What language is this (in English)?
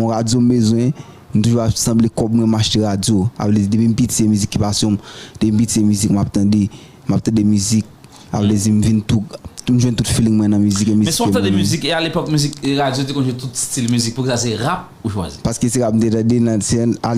Haitian Creole